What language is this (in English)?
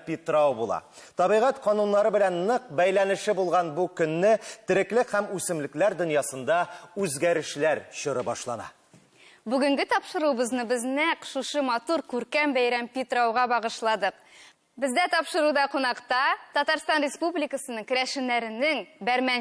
Tatar